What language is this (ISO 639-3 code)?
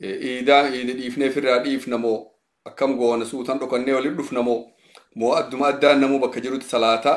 orm